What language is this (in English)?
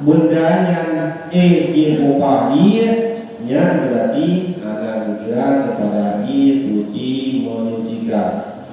Achinese